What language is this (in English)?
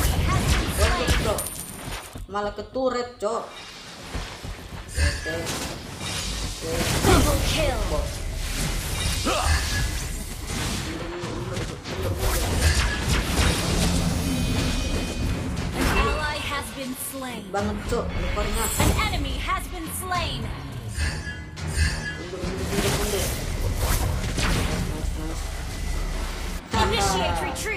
Indonesian